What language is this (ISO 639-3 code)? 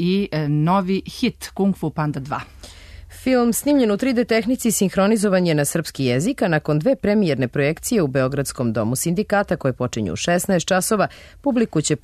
srp